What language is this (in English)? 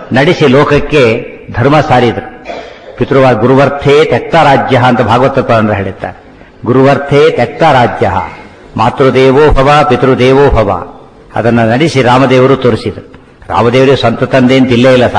Kannada